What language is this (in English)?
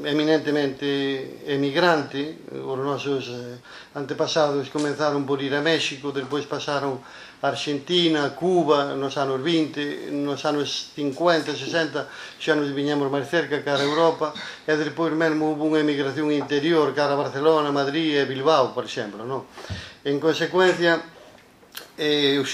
Galician